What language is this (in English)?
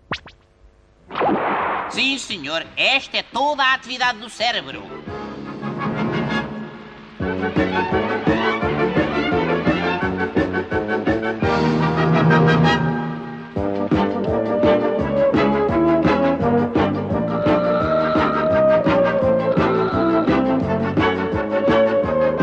Portuguese